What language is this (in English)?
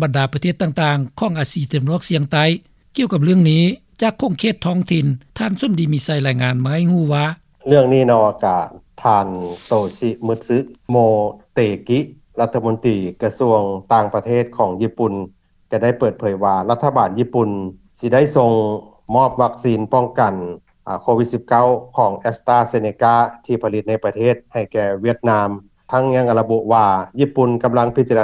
Lao